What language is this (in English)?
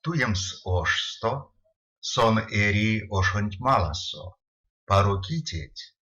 Erzya